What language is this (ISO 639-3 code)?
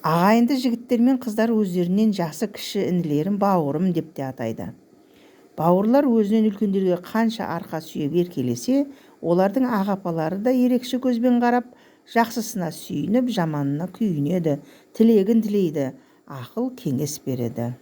kaz